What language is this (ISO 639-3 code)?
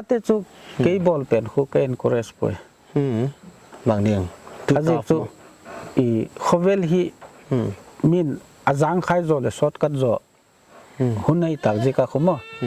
pck